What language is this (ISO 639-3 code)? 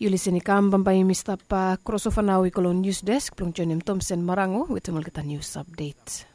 bis